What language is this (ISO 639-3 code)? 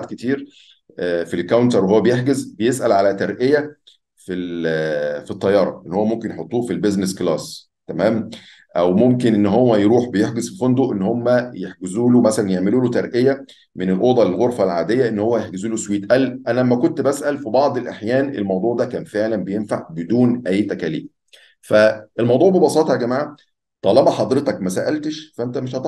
arz